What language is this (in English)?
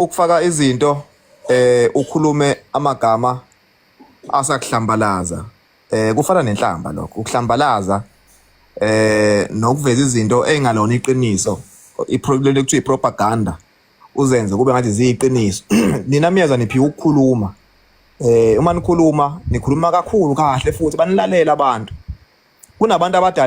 Zulu